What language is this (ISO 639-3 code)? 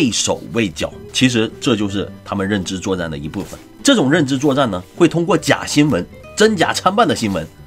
zho